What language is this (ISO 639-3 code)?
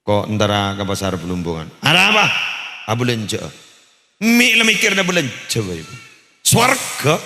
mad